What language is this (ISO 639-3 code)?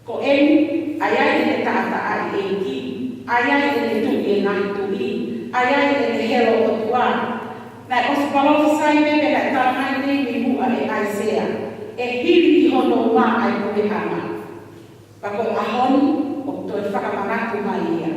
ton